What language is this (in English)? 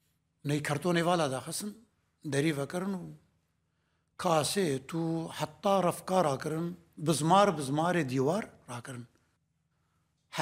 Kurdish